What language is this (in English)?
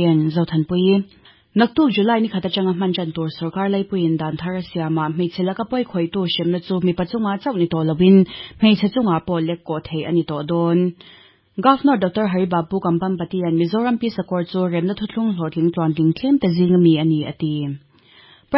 Mizo